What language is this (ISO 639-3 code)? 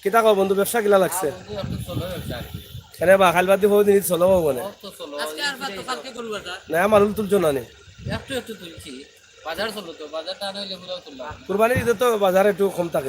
syl